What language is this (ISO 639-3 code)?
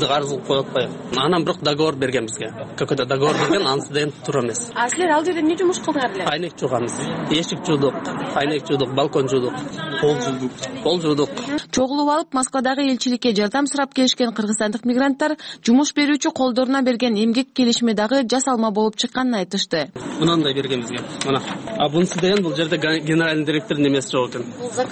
kir